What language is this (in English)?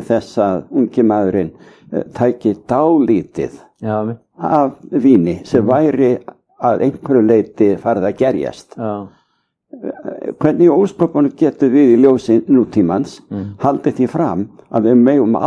Icelandic